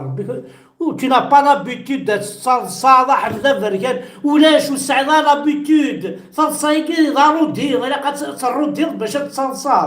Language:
Kabyle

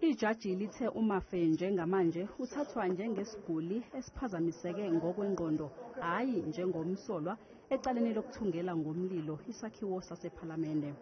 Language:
Zulu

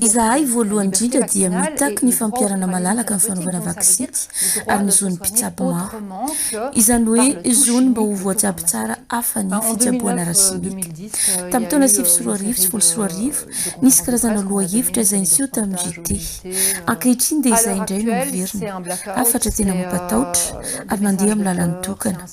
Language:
Malagasy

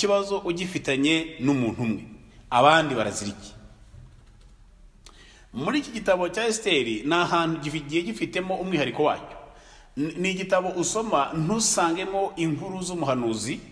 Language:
Kinyarwanda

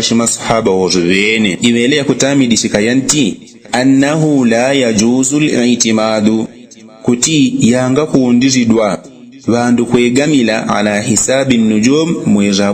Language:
Yao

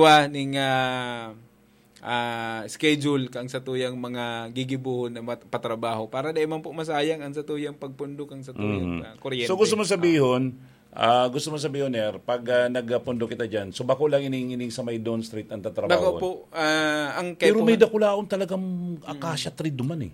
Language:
Bikol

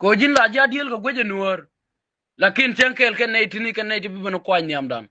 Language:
Nuer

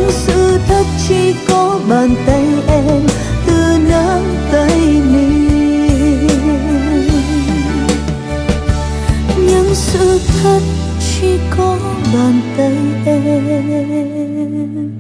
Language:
Vietnamese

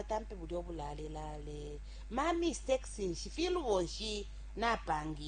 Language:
Bemba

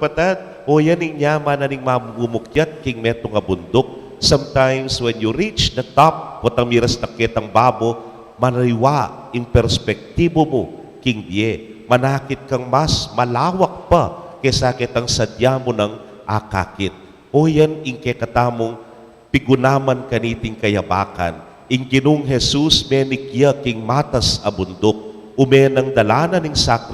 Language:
Pampanga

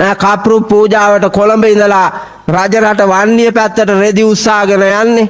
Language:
Sinhala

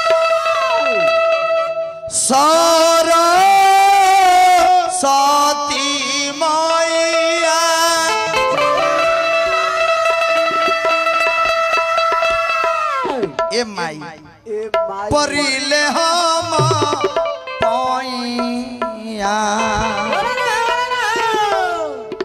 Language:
Bhojpuri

